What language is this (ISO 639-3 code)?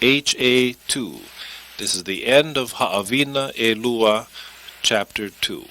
haw